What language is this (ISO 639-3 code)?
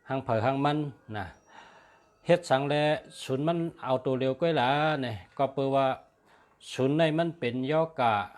shn